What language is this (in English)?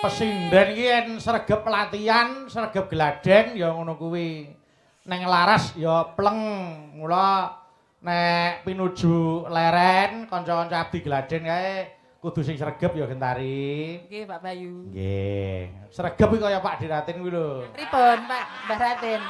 Javanese